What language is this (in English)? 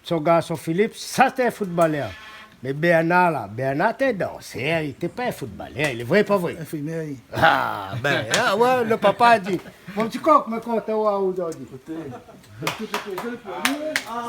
Réunion Creole French